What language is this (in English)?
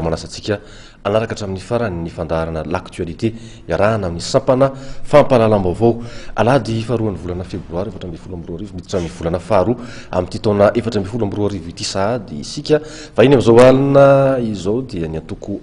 Malagasy